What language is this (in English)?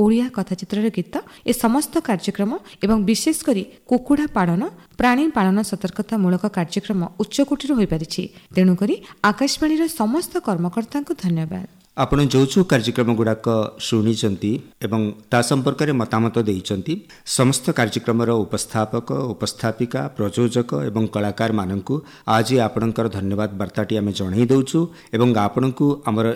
Odia